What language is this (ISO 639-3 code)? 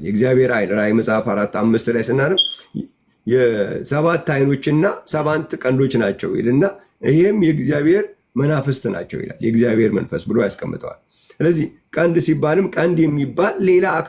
amh